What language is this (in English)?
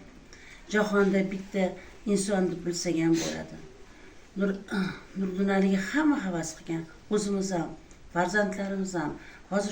Uzbek